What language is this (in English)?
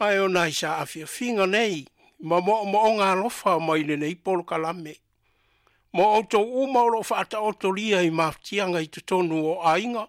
Samoan